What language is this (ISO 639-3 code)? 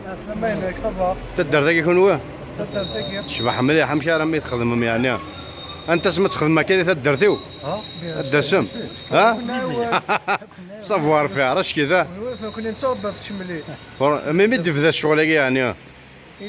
kab